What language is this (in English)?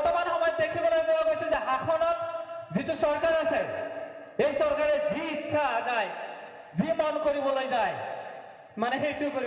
Assamese